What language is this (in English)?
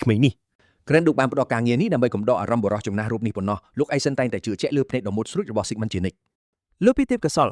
Khmer